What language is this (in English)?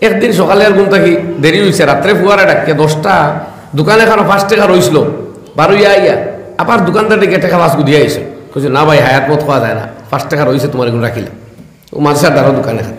Sylheti